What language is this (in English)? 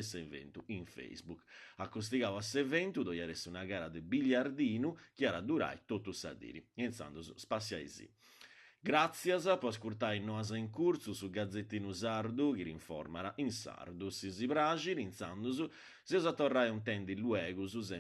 Sardinian